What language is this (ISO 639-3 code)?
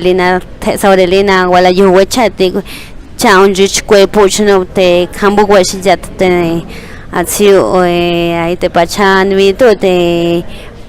pbb